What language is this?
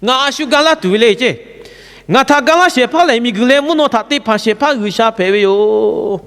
Lahu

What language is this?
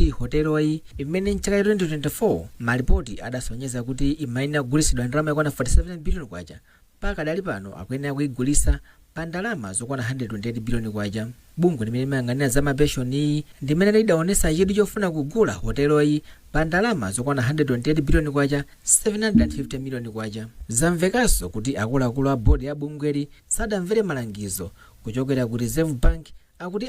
Nyanja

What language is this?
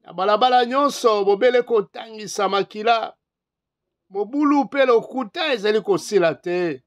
Lingala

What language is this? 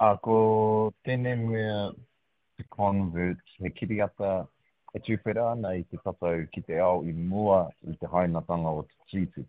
Māori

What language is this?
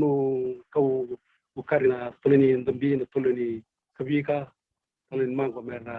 Fijian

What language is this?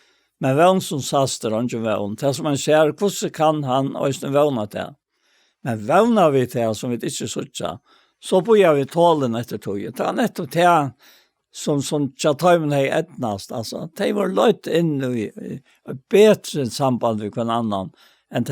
Faroese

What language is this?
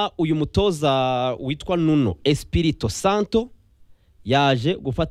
Kinyarwanda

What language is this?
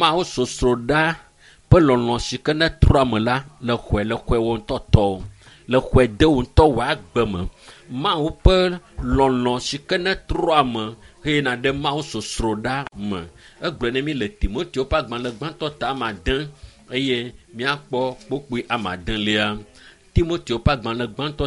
Ewe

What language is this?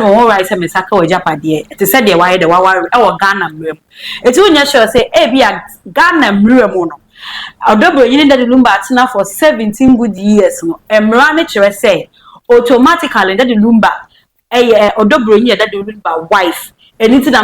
Akan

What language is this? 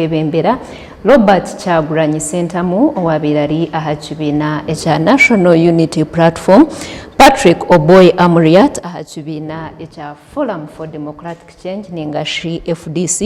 Nyankole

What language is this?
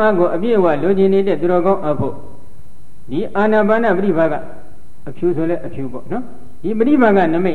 Burmese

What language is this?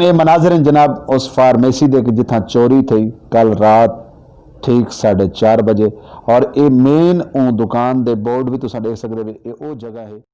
Saraiki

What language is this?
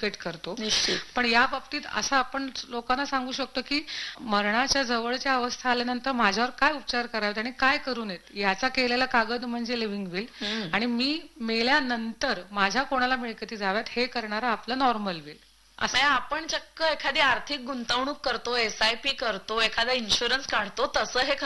Marathi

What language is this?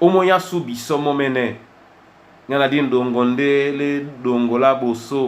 Duala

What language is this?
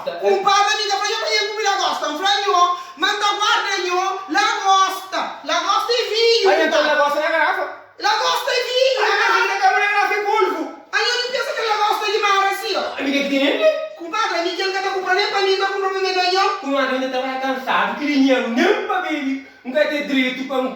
Kabuverdianu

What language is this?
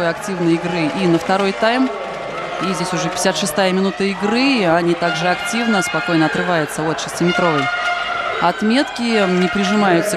Russian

